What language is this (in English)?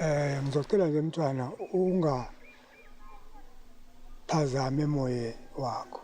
Zulu